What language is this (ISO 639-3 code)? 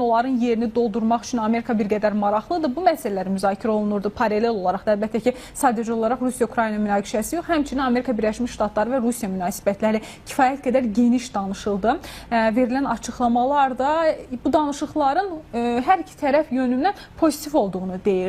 aze